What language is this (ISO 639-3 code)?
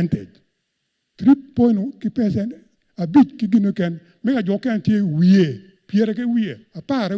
ach